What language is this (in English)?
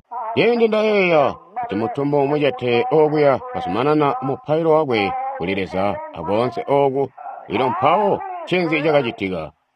Tonga (Zambia)